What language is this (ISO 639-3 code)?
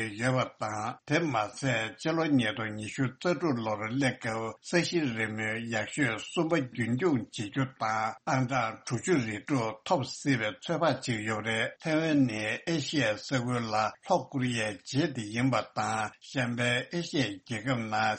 bod